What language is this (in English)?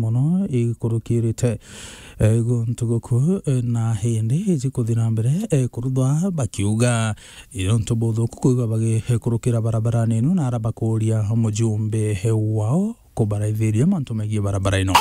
Meru